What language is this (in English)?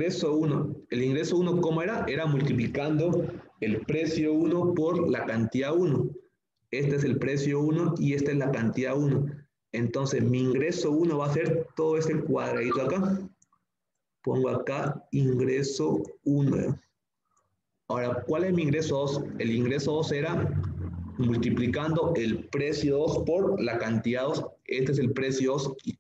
Spanish